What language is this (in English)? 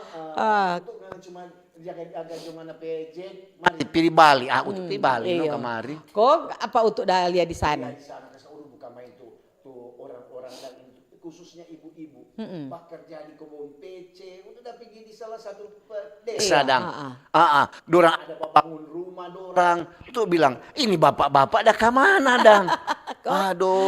Manado Malay